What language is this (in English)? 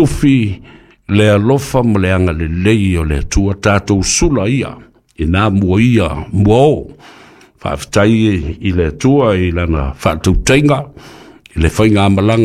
Samoan